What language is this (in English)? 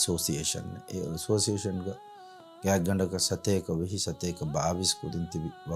Divehi